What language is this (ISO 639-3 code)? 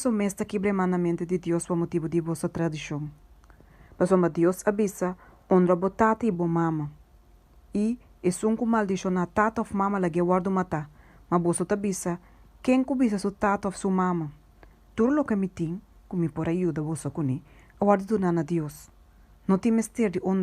pap